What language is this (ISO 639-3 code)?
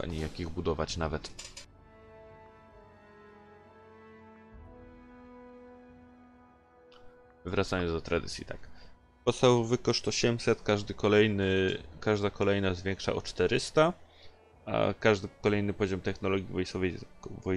pol